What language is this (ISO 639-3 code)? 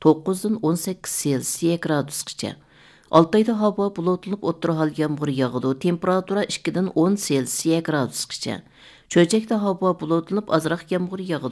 uig